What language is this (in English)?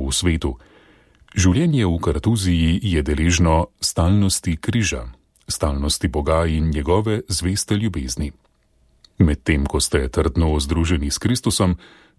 Slovenian